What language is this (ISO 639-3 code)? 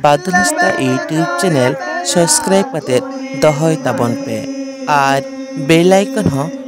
sat